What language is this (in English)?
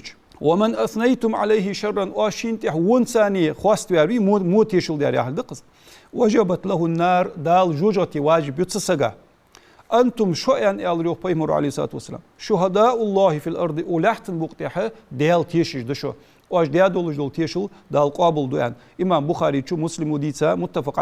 Ingush